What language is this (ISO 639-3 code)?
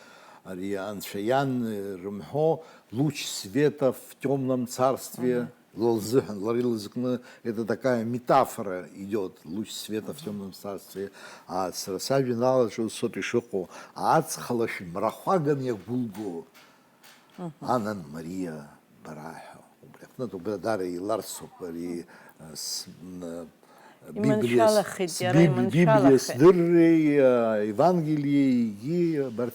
abk